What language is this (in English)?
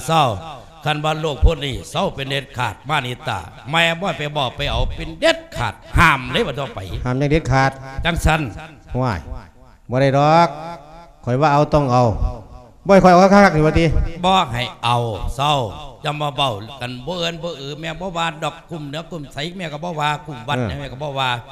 Lao